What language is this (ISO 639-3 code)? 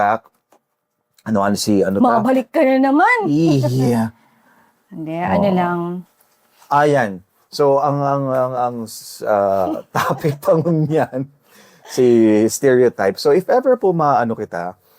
bik